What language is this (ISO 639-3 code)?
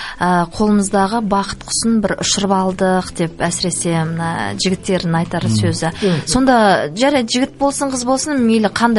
kaz